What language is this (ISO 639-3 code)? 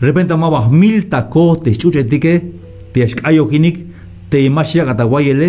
tzh